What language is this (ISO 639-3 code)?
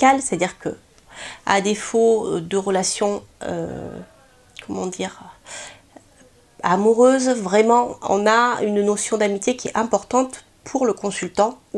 fra